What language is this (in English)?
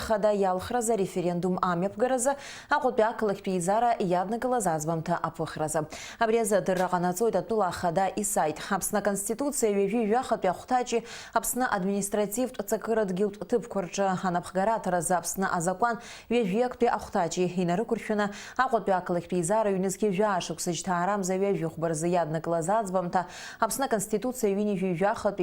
Abkhazian